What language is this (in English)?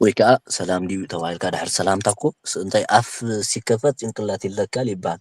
Tigrinya